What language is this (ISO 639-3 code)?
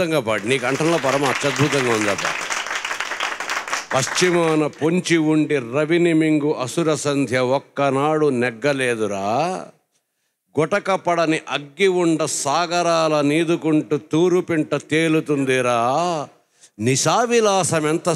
tel